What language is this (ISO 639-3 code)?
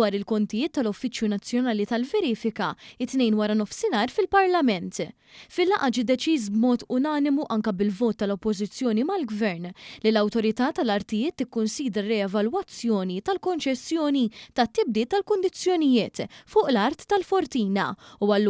mlt